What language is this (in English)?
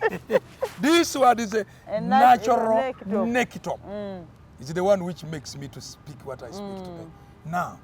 Masaaba